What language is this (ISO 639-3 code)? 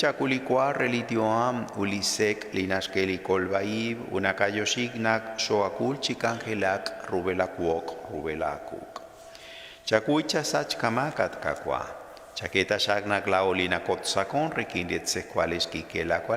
kek